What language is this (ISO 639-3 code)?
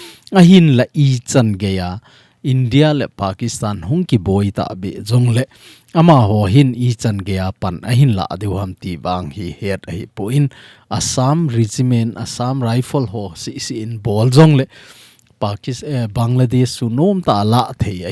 tcz